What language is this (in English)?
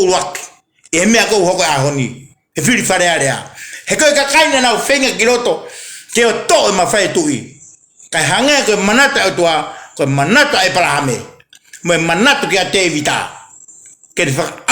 Tongan